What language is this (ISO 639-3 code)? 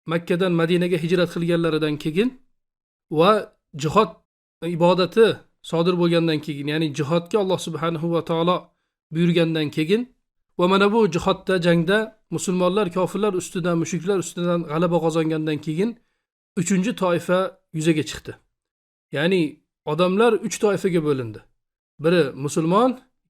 uzb